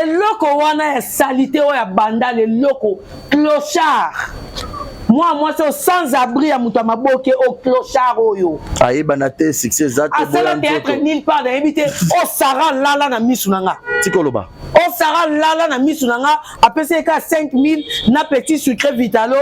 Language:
Lingala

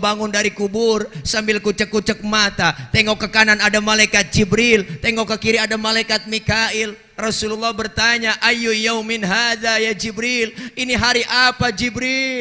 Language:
Betawi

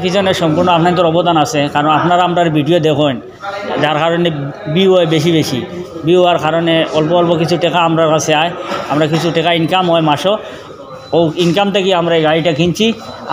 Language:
Sylheti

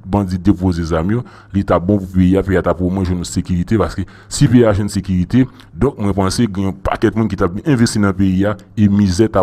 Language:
Haitian Creole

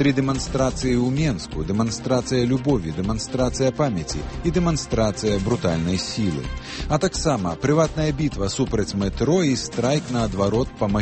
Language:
Belarusian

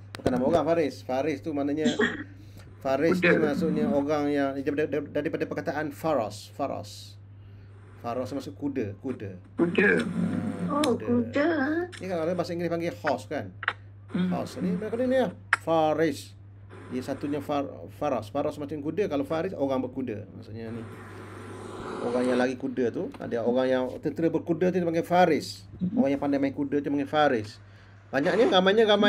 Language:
Malay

